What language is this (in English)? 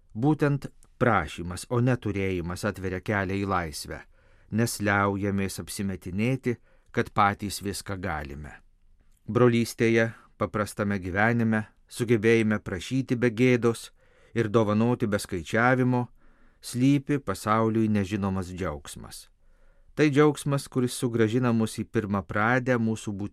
Lithuanian